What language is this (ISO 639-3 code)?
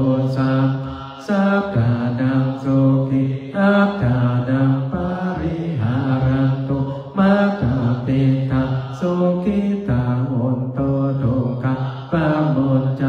pli